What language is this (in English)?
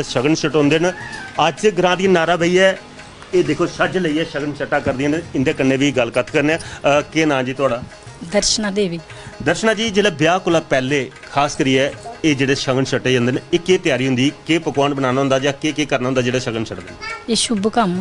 Dogri